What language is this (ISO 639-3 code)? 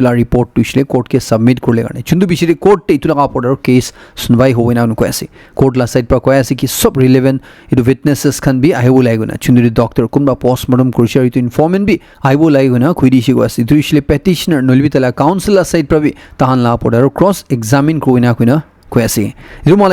nag